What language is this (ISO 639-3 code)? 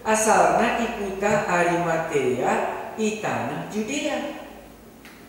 btx